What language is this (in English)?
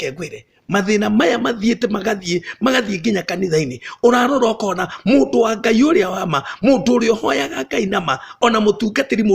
Kikuyu